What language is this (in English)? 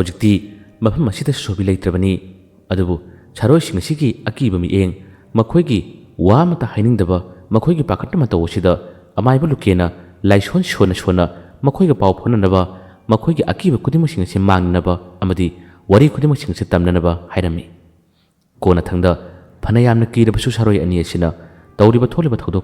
Manipuri